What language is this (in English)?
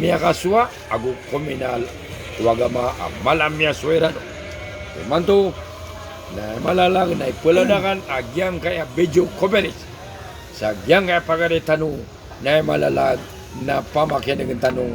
Maranao